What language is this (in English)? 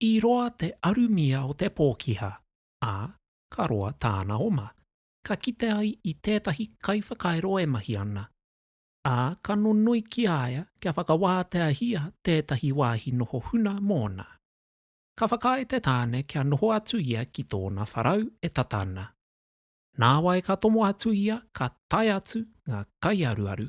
Māori